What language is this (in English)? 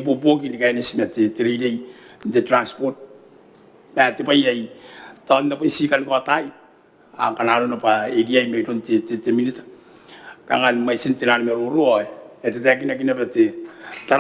Gilbertese